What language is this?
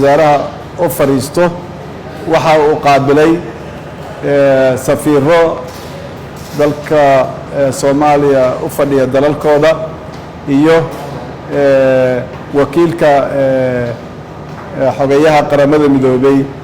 Somali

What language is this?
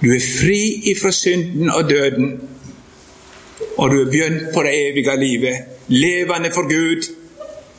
Norwegian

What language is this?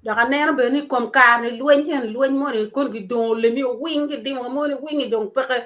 Acoli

